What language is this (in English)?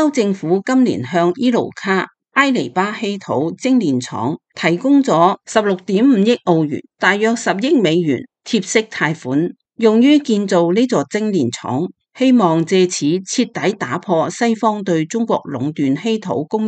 Cantonese